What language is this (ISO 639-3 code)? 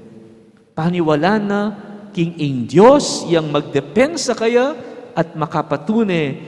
pam